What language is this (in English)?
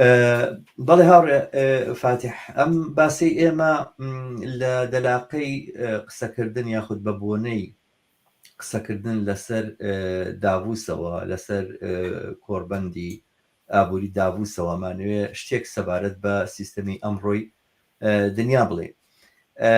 Central Kurdish